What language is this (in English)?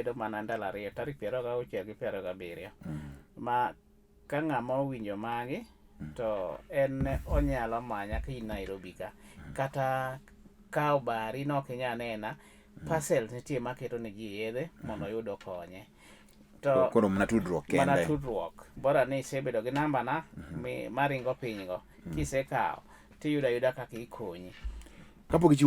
Luo (Kenya and Tanzania)